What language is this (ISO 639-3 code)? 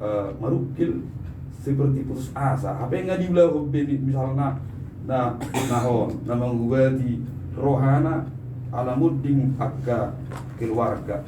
bbc